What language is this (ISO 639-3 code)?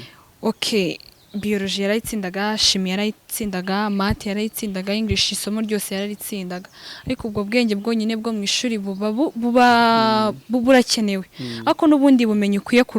kin